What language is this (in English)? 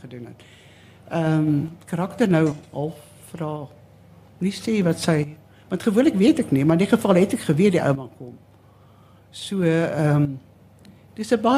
Afrikaans